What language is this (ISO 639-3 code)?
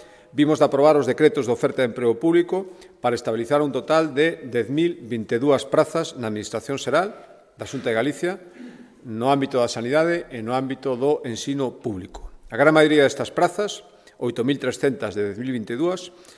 glg